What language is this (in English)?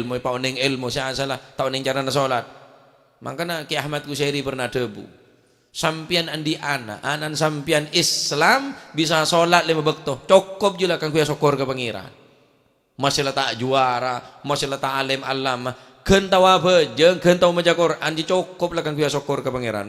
Madurese